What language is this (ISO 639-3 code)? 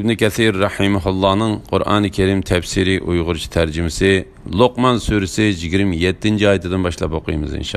uig